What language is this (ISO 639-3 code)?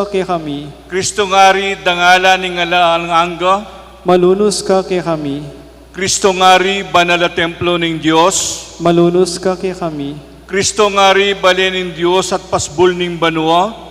pam